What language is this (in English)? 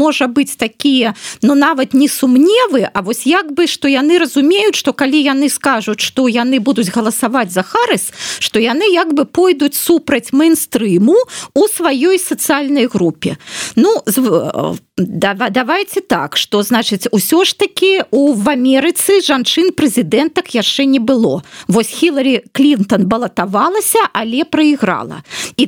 Belarusian